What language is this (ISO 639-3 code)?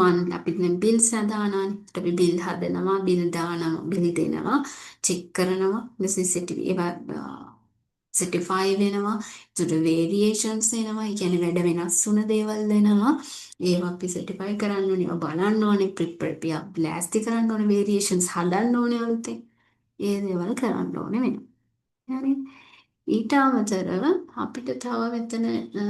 sin